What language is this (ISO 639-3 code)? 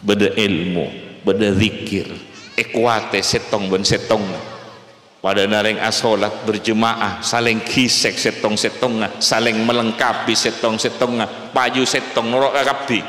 mad